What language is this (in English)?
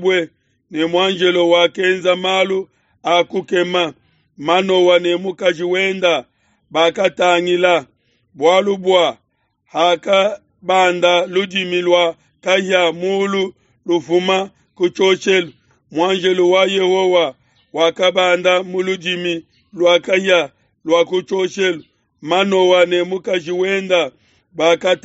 Luba-Lulua